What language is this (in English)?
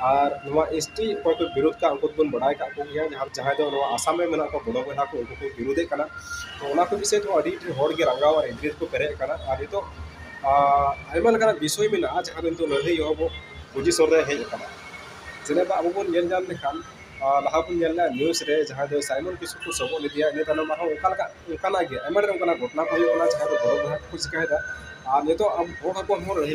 Santali